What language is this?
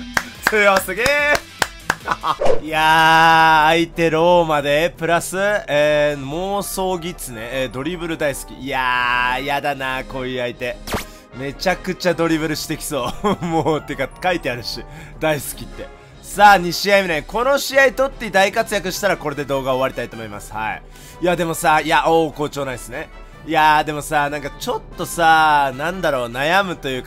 Japanese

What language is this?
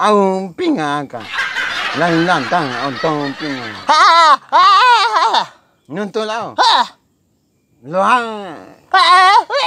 Bima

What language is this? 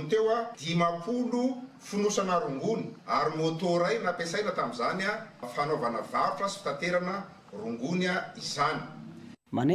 Malagasy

